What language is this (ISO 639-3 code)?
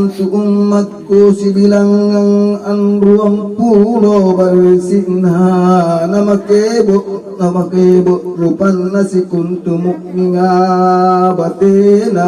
mak